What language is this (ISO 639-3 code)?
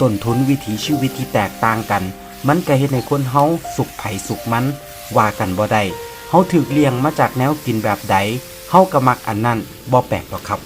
tts